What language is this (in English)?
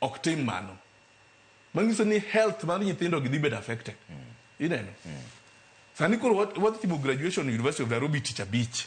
Luo (Kenya and Tanzania)